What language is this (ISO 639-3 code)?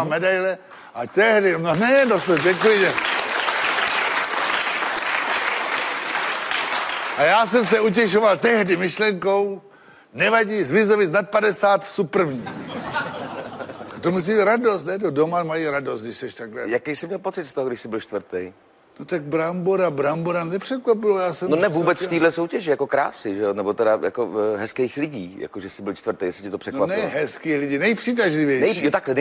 ces